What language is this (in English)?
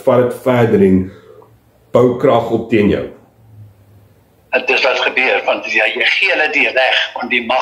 Afrikaans